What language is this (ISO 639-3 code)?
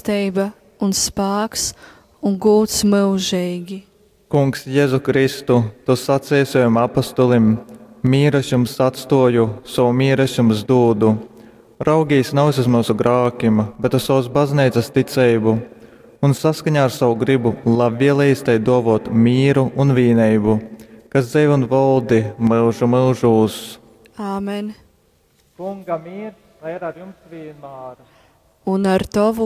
ltg